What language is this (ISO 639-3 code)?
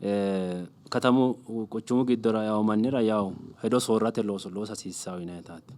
sid